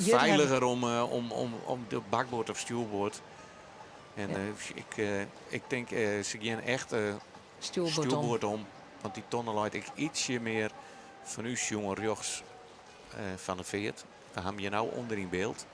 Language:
Western Frisian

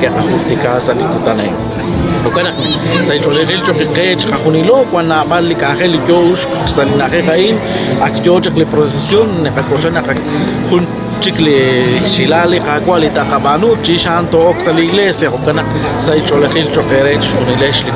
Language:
Kekchí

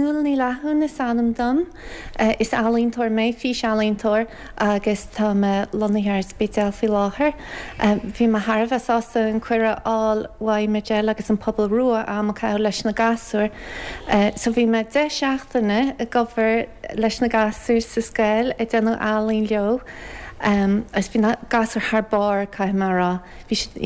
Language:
Irish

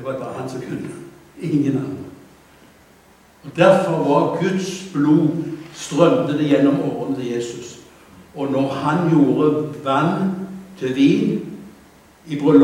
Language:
Norwegian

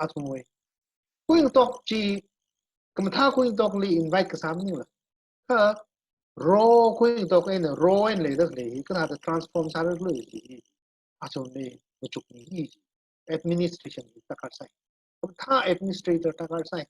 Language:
Tangkhul Naga (India)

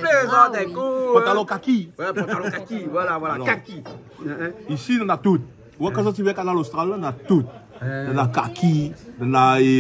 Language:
Réunion Creole French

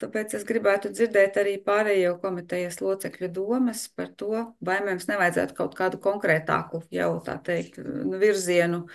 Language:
Latvian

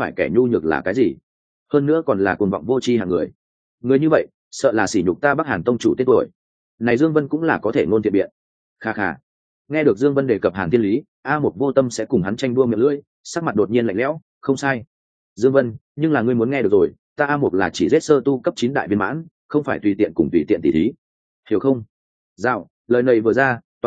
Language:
Vietnamese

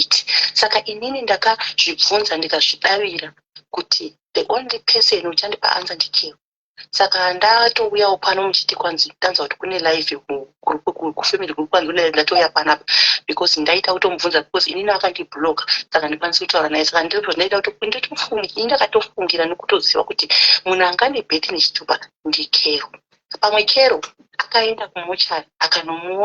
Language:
Shona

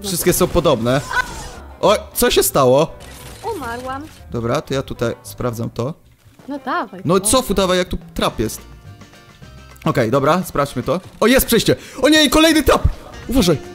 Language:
Polish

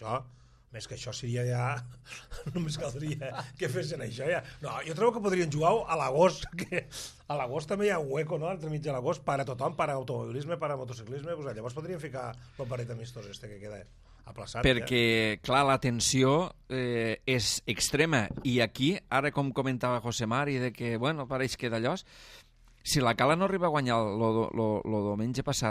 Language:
Catalan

